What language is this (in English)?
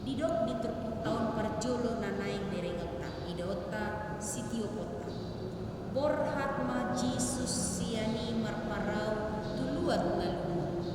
Batak Toba